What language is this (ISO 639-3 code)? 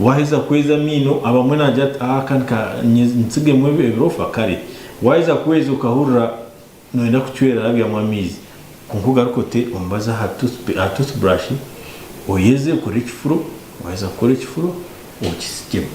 nyn